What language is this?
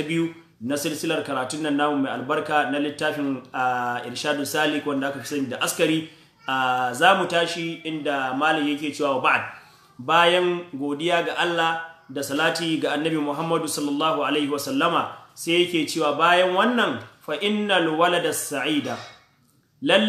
Hausa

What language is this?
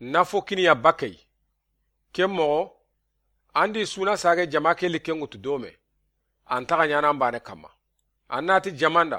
Soninke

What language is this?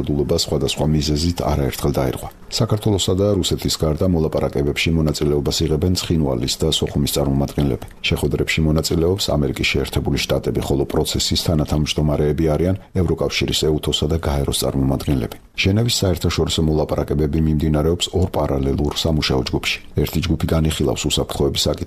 Georgian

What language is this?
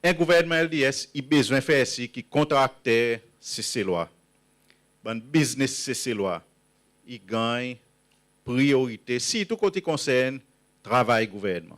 Seselwa Creole French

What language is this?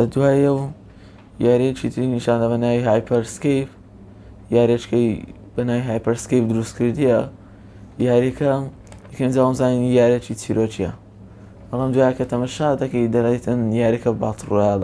Central Kurdish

